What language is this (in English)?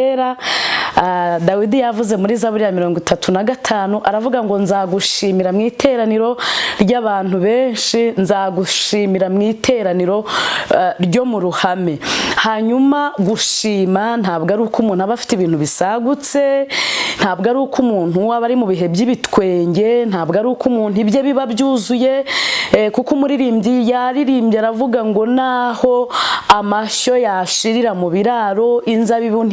Kinyarwanda